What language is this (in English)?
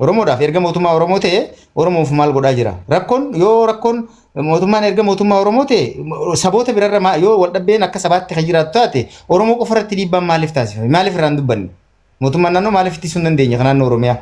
Oromo